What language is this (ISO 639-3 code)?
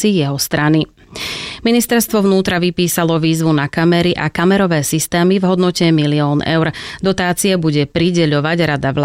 slk